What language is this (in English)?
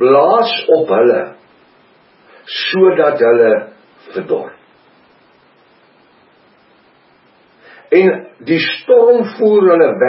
Afrikaans